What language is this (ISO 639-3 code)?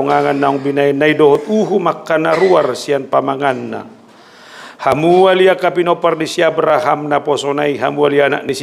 bbc